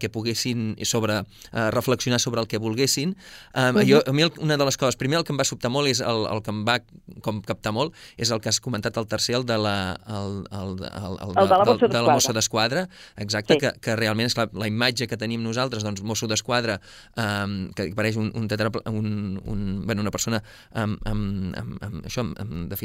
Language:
Catalan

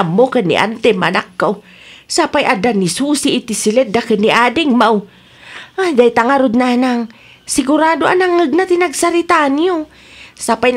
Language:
Iloko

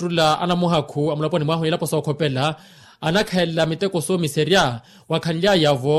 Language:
Makhuwa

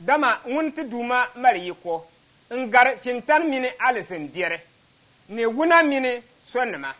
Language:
Dagbani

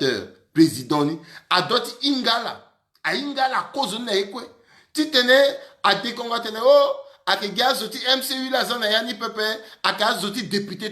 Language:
Sango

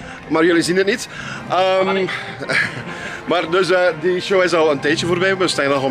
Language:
Dutch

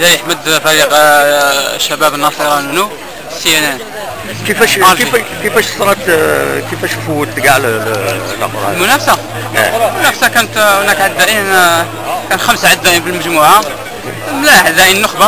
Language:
Algerian Arabic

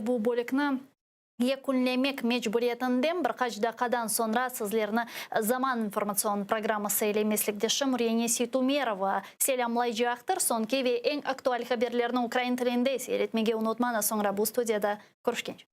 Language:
Crimean Tatar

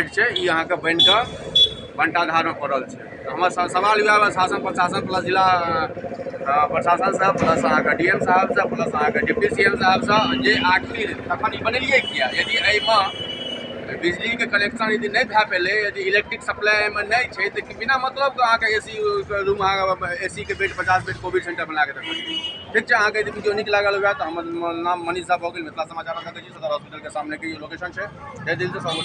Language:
Maithili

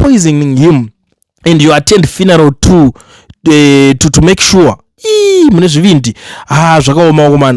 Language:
Shona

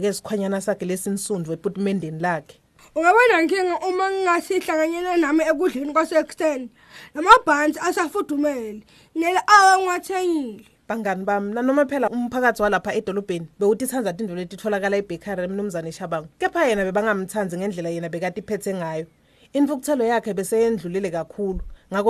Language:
Swati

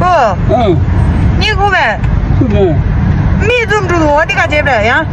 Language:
Tibetan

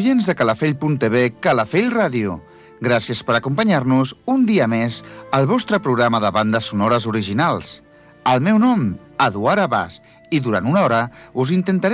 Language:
Catalan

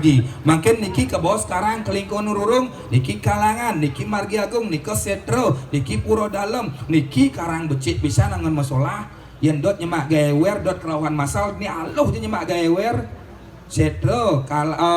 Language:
Balinese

